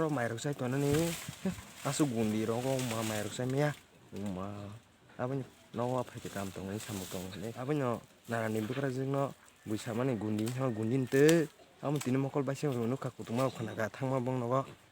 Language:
Kok Borok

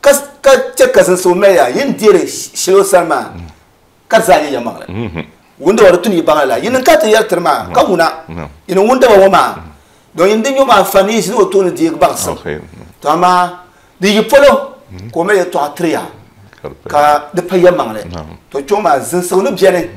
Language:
Dagbani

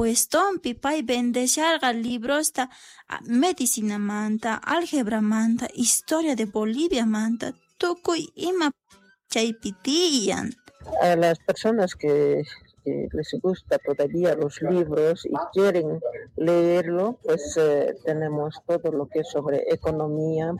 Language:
South Bolivian Quechua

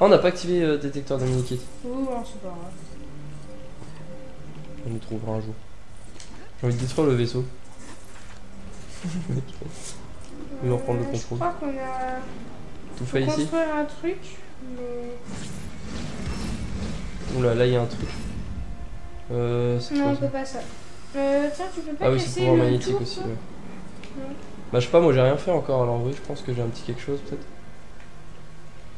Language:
French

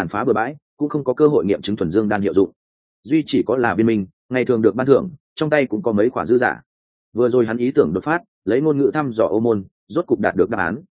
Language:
Vietnamese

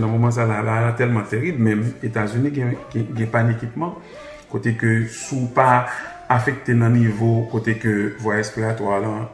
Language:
Haitian Creole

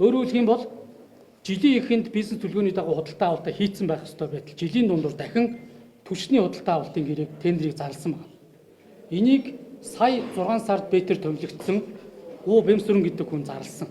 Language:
Mongolian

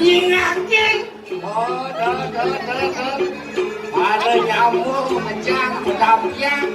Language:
Balinese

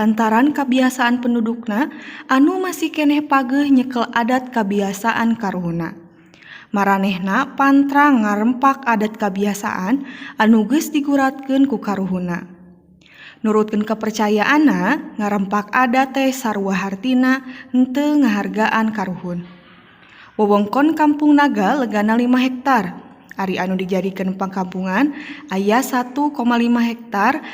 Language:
Sundanese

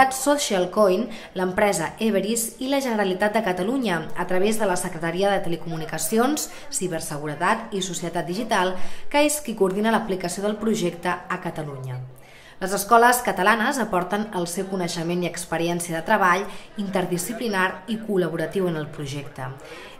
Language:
Catalan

